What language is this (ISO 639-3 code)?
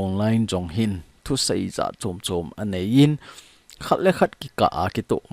tcz